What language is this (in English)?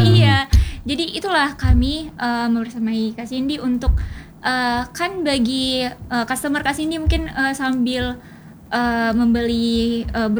Indonesian